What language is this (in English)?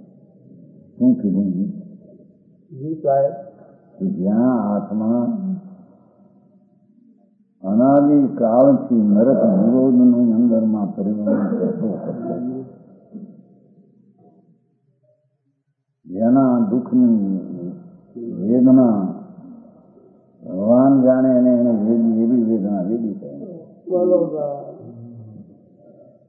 Gujarati